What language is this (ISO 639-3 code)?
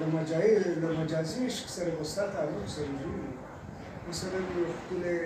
pus